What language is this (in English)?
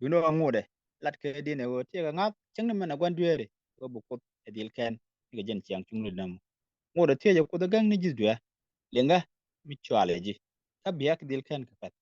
Nuer